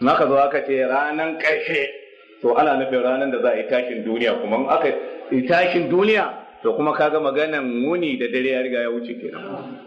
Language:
Hausa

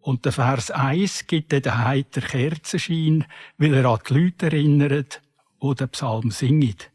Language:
Swiss German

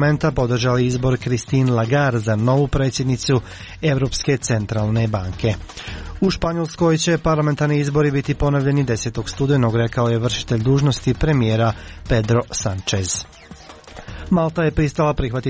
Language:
Croatian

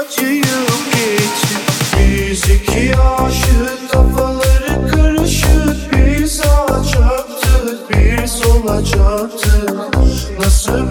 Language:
Turkish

